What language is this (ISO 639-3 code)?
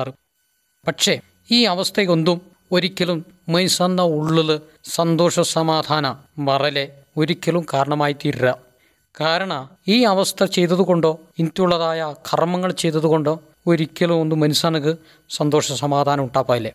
mal